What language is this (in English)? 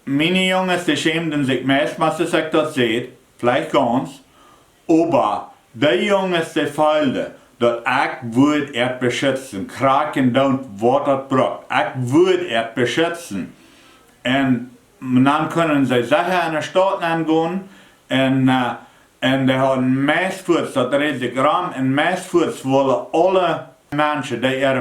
Plautdietsch